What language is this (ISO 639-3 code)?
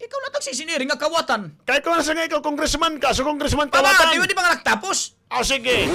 war